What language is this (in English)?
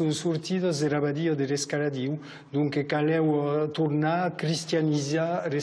Occitan